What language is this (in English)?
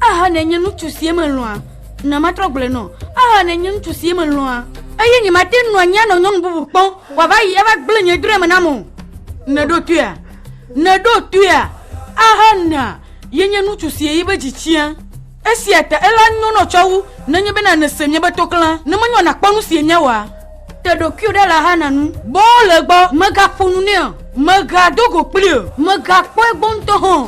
Ewe